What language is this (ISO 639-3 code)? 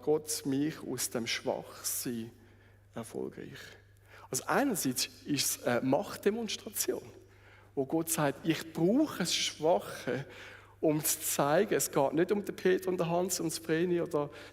gsw